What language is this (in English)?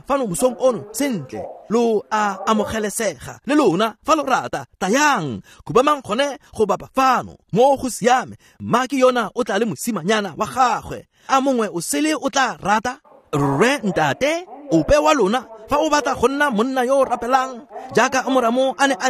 Tswana